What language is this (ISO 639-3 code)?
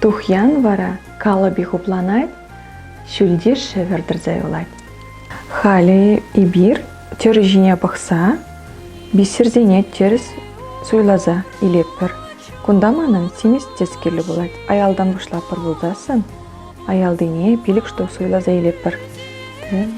chv